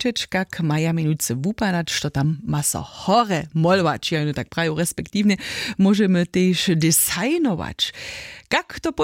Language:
Upper Sorbian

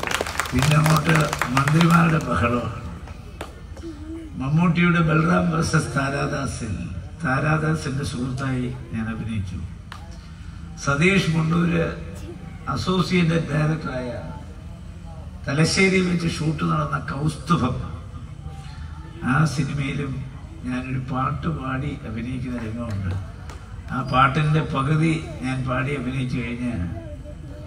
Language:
Malayalam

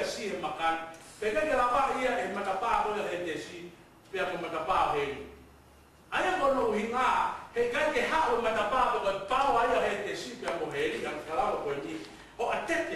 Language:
Tongan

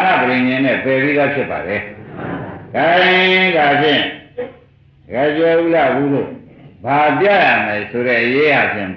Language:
Burmese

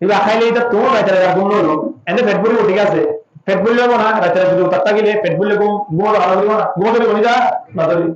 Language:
Rohingya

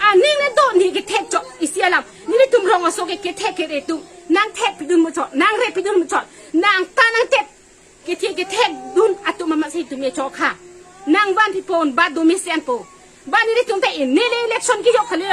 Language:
Karbi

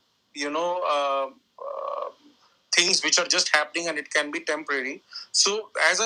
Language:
English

